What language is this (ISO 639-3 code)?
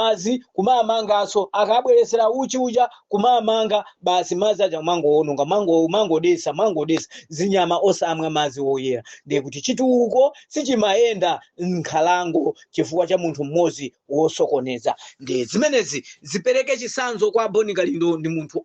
nya